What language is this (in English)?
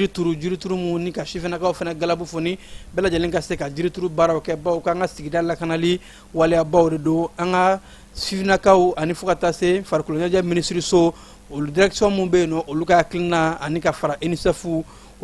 Bambara